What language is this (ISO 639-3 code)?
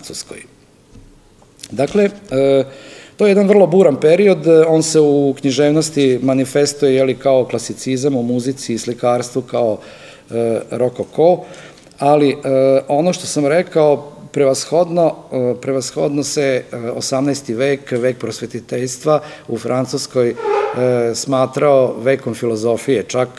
srp